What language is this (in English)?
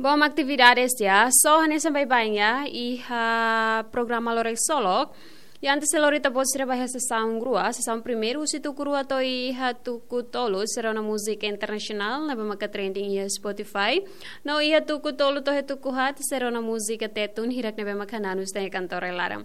Tetum